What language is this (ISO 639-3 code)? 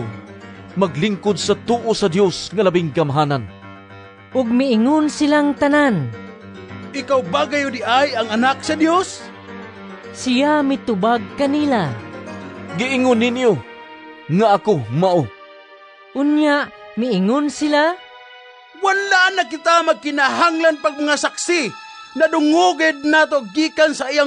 ceb